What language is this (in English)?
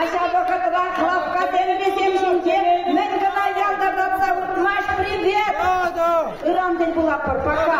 Chuvash